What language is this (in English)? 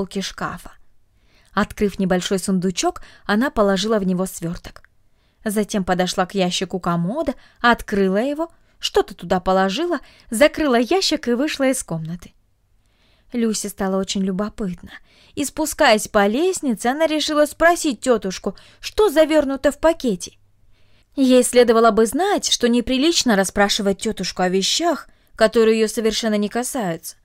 Russian